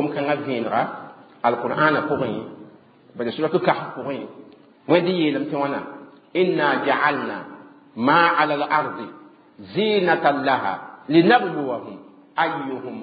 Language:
Mossi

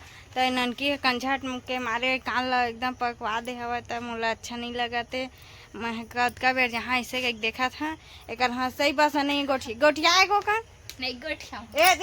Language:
Chhattisgarhi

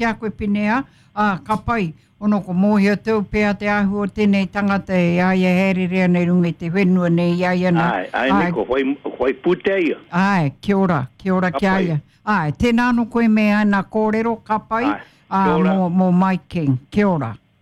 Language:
Māori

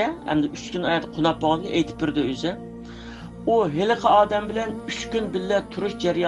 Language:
Uyghur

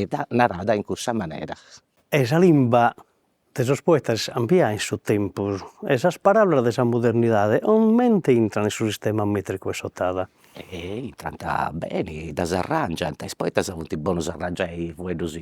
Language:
Sardinian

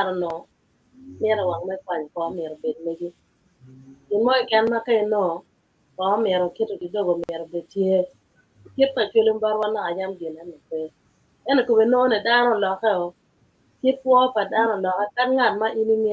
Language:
Acoli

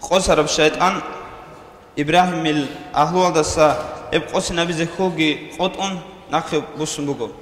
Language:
Avaric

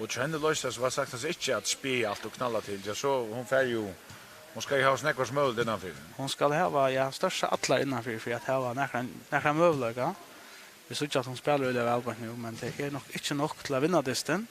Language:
Faroese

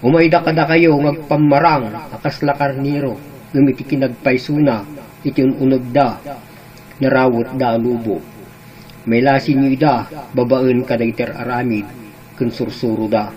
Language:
Iloko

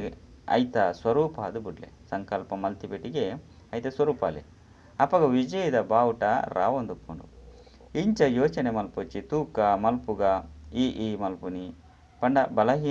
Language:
Tulu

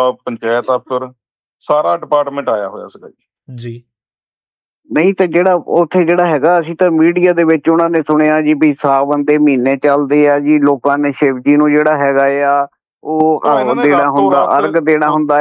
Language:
Punjabi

